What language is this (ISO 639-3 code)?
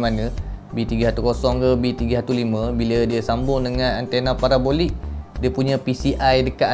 msa